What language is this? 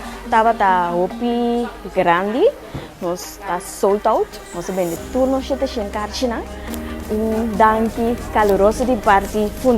Papiamento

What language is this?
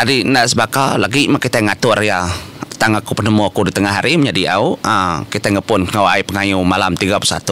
Iban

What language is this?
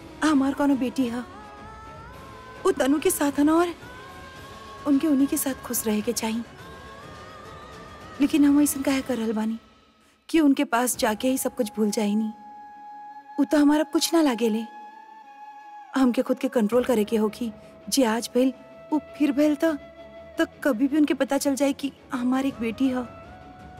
Bhojpuri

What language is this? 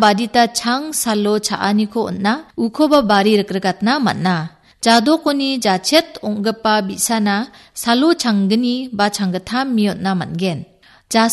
Garo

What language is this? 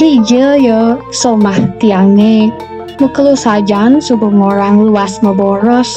Balinese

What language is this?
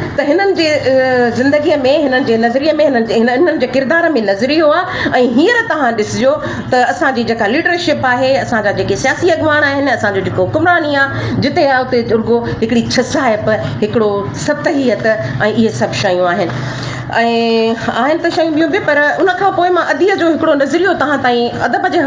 Sindhi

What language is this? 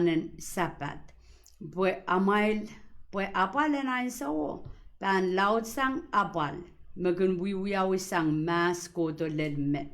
Pohnpeian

